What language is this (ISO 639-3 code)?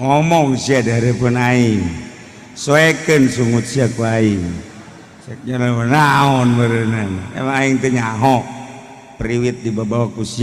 sun